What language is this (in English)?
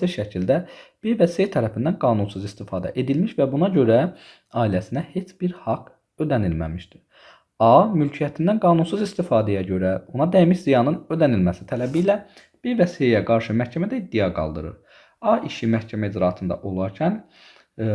Azerbaijani